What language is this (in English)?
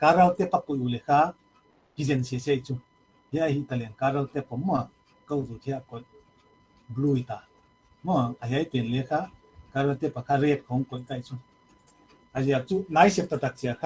Paite Chin